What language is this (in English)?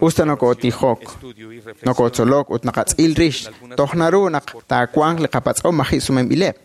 Kekchí